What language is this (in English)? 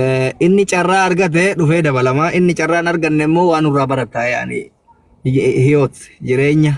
Oromo